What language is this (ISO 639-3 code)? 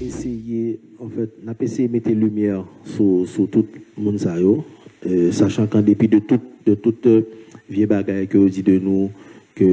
hat